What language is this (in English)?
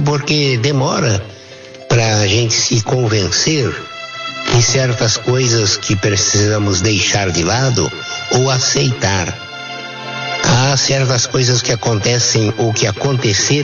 Portuguese